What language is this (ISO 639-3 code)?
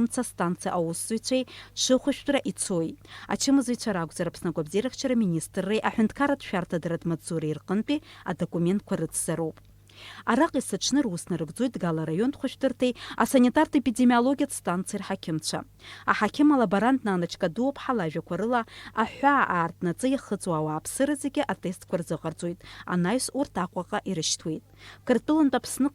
abk